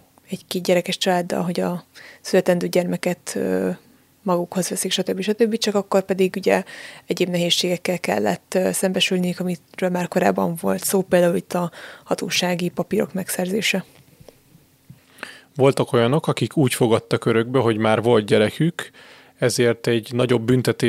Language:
Hungarian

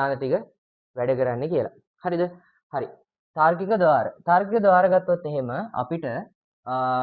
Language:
Sinhala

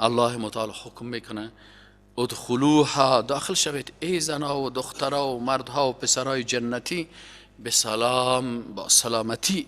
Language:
Persian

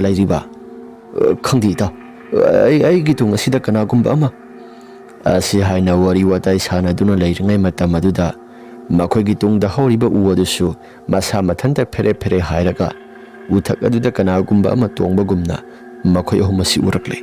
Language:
Manipuri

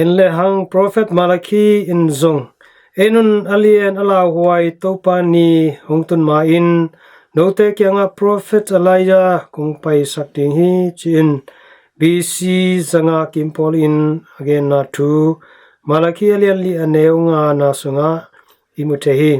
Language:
Tedim Chin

